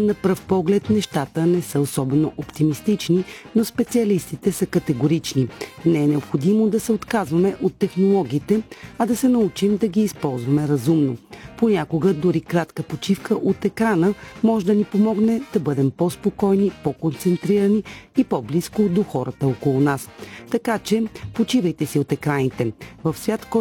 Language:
Bulgarian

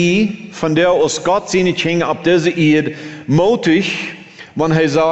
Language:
German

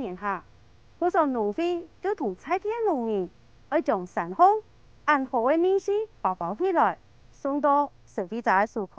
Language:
Hakka Chinese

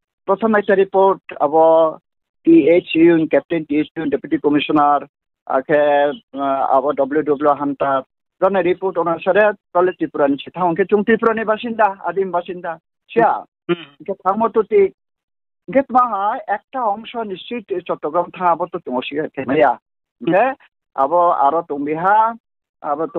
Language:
Riang (India)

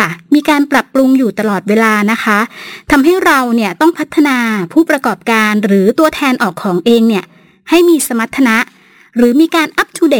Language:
Thai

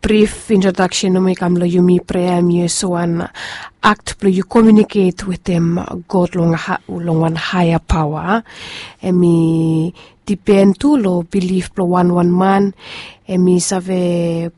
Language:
Bislama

